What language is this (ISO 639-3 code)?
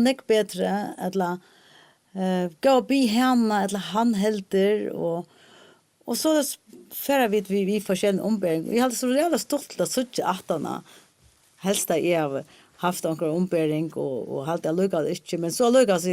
fao